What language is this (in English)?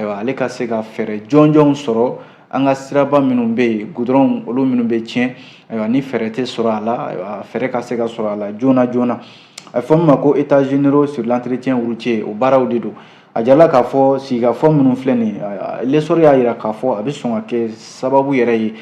Bambara